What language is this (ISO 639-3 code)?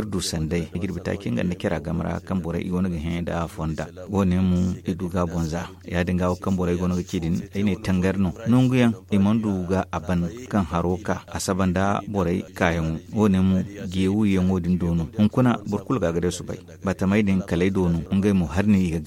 dje